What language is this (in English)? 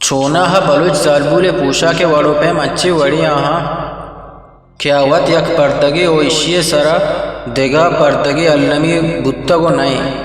Eastern Balochi